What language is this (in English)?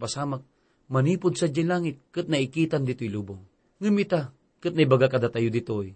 Iloko